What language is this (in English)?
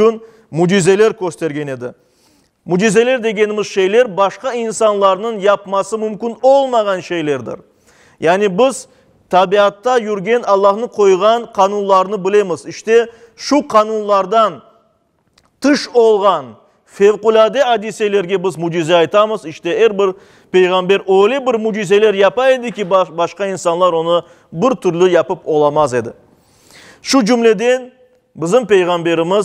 Crimean Tatar